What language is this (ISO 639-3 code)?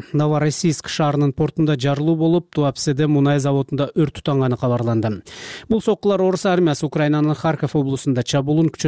kir